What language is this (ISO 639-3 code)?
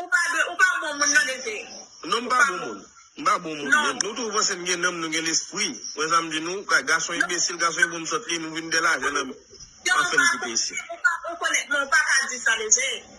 hat